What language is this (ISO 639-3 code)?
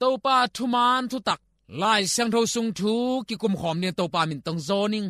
ctd